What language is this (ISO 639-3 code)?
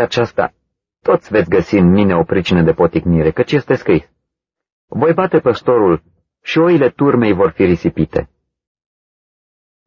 ron